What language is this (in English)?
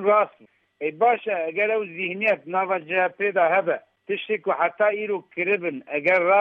Kurdish